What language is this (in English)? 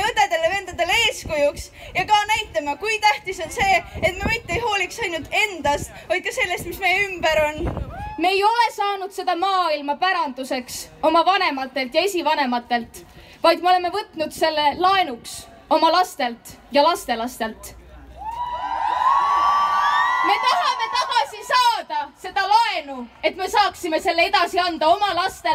Estonian